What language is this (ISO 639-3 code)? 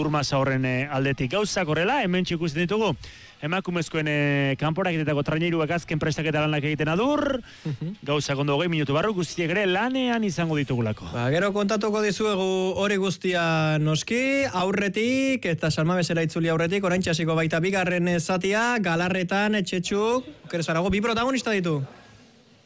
eus